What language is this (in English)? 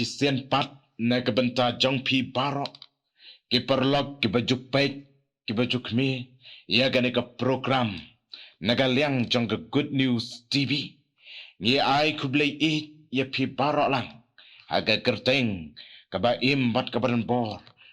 Khasi